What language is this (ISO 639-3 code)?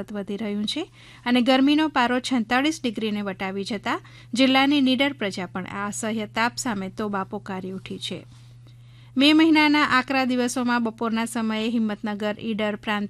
guj